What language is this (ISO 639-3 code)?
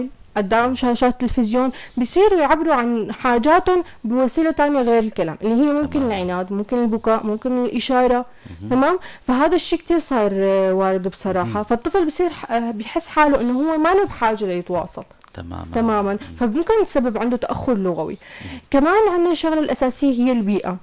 apc